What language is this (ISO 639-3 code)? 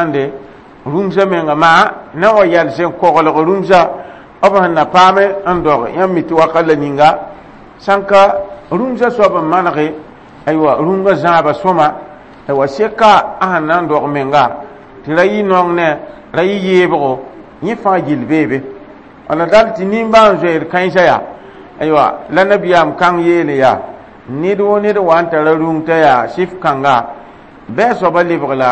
mos